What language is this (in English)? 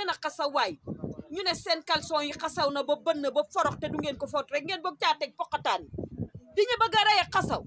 Wolof